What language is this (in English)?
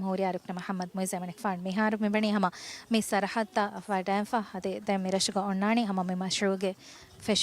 Divehi